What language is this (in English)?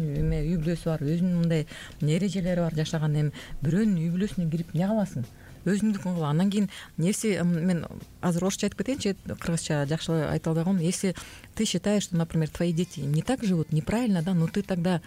Kyrgyz